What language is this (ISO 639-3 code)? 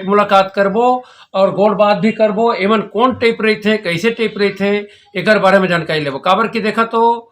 hne